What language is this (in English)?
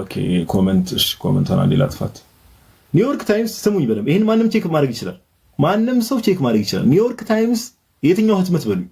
Amharic